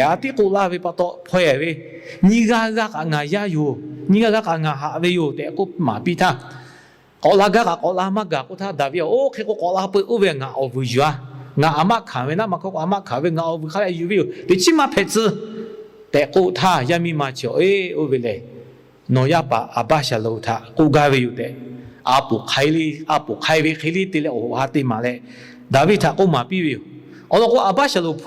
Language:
Lahu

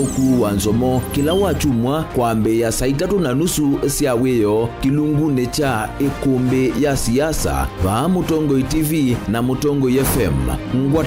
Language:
Kamba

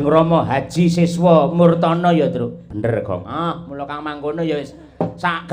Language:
Javanese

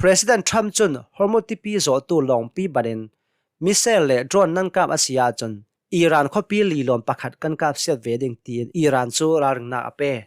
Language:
Hakha Chin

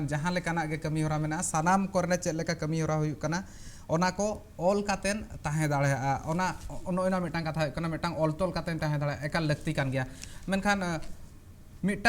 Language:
Santali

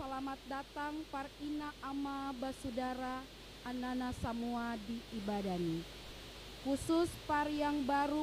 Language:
Ambonese Malay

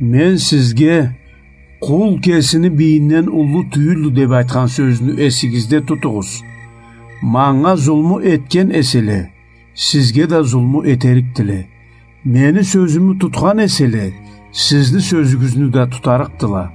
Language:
Karachay-Balkar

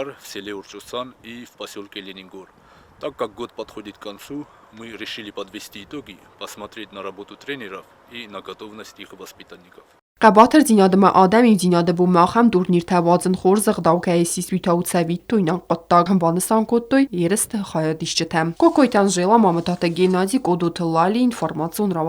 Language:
Ossetic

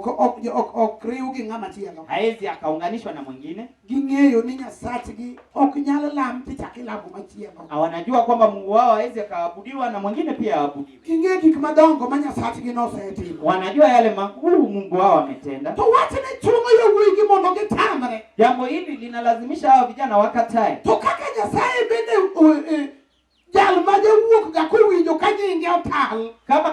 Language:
Luo (Kenya and Tanzania)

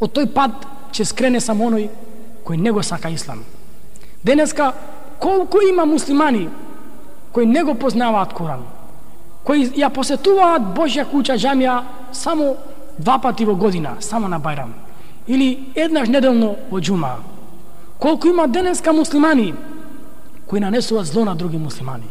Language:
Macedonian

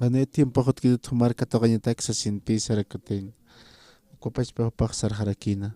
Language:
Aymara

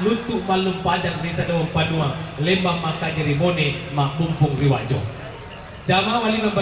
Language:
Buginese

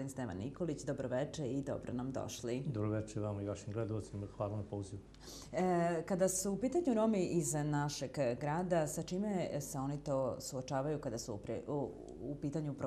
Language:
Serbian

